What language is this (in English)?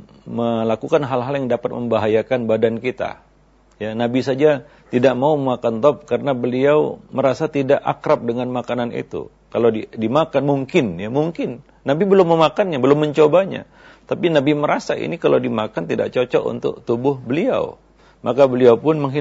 Indonesian